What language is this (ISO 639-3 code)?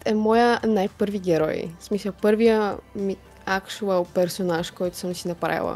bul